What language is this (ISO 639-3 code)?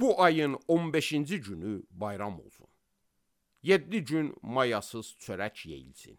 aze